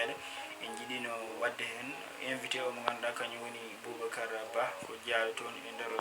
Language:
Fula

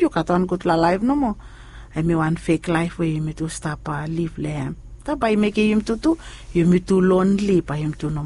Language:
Bislama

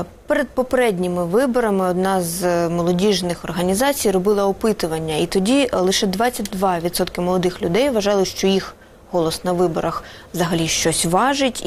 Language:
Ukrainian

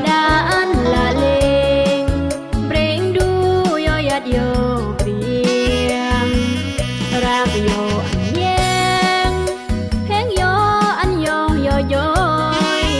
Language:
Khmu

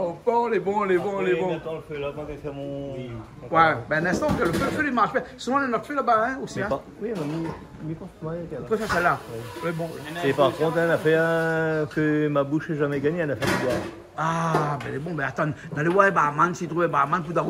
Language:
Réunion Creole French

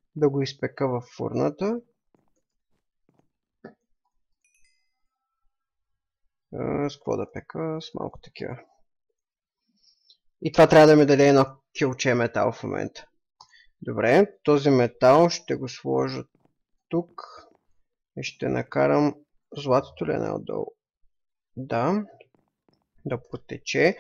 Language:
Bulgarian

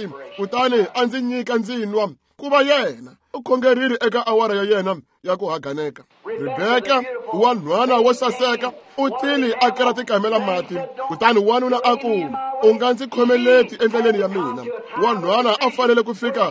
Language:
Tsonga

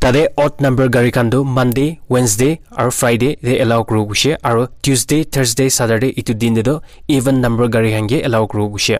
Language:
Naga Pidgin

